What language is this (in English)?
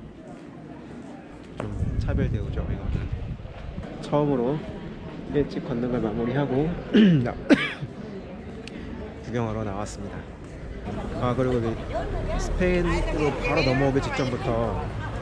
Korean